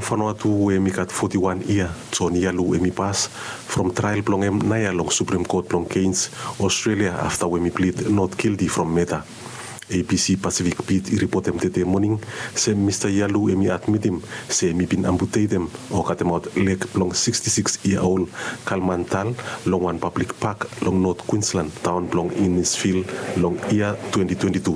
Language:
Bislama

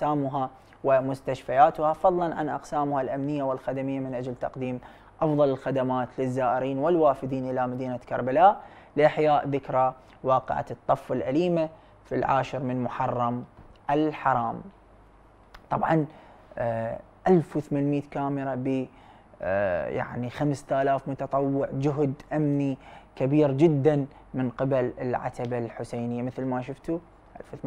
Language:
Arabic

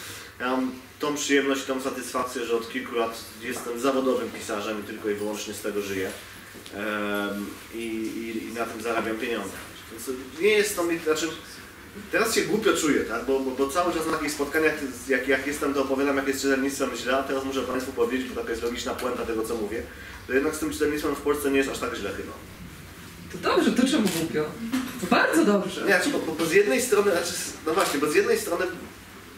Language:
Polish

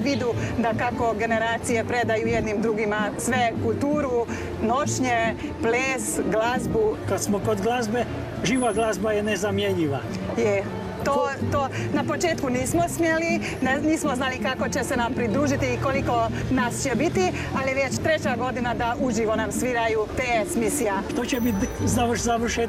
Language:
Croatian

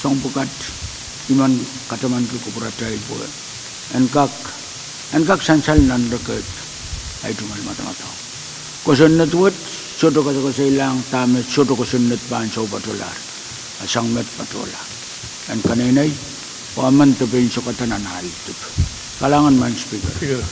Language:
Pohnpeian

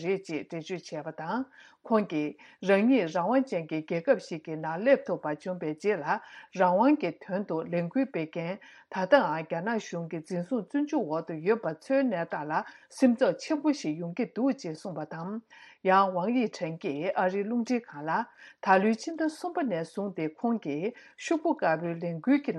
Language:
Tibetan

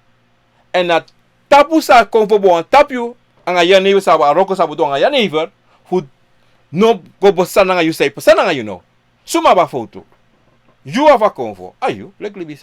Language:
Sranan Tongo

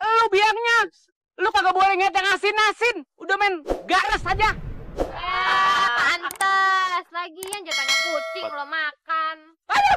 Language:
Betawi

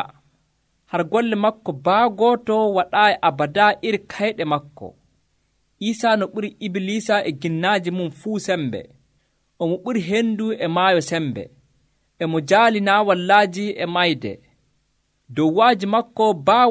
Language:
Nigerian Fulfulde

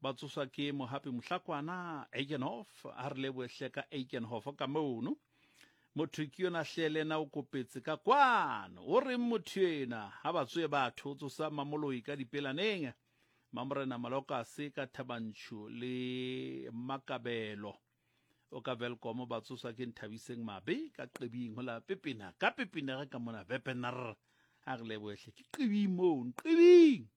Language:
Southern Sotho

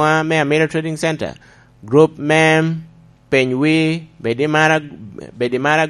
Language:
Lango (Uganda)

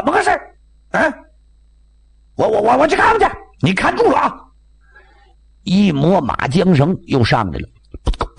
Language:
Chinese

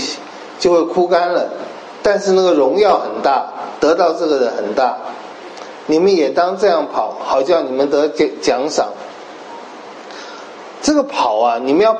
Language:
Chinese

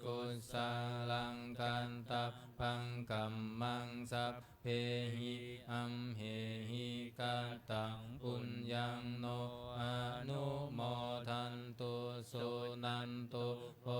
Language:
Pali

